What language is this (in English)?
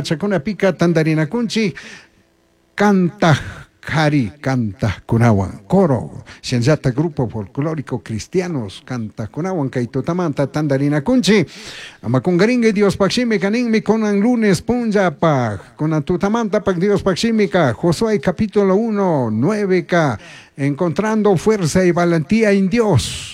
Chimborazo Highland Quichua